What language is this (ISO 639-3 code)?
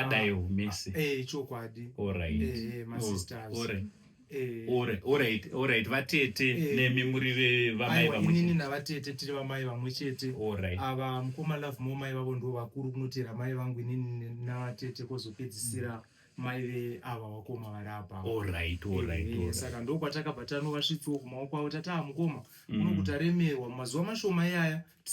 sna